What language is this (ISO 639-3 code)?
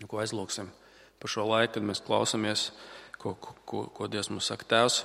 lav